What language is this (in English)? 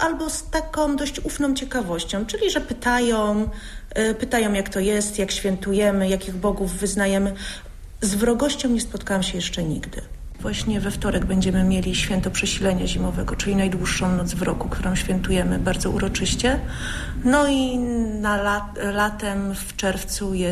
Polish